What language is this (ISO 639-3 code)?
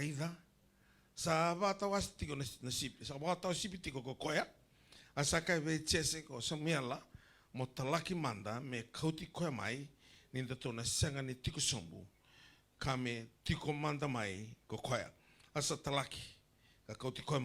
fij